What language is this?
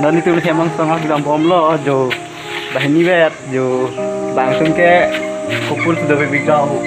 Karbi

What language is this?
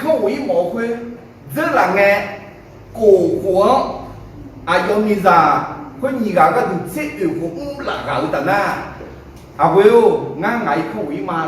Akha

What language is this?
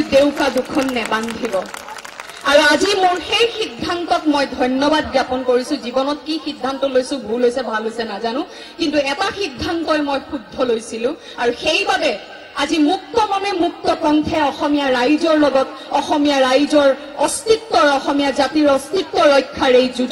Assamese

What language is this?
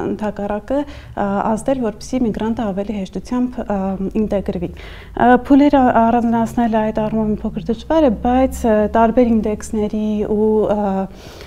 Armenian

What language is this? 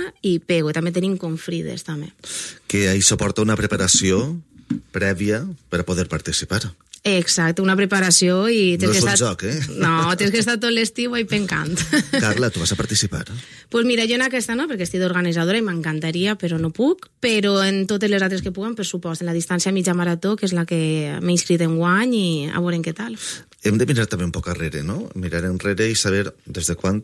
Catalan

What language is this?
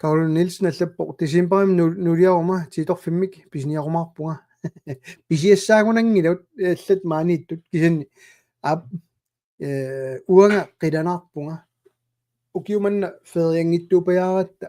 Kalaallisut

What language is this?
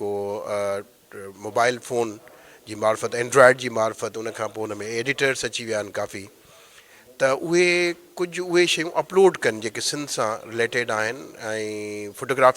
Sindhi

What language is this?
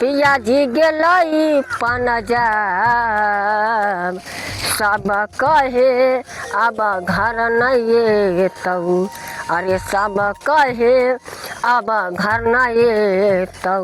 Maithili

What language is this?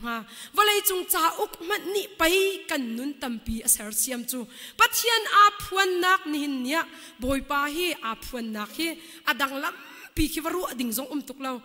Hakha Chin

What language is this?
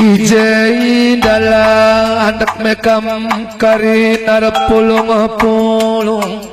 Batak Karo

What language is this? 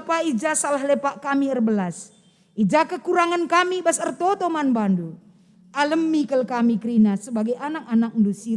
Batak Karo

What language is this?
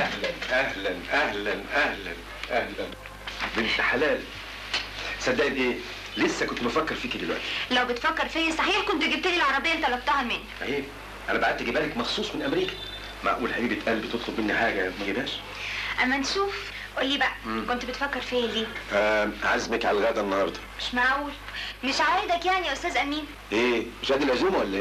Egyptian Arabic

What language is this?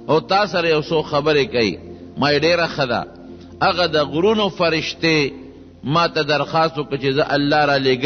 Pashto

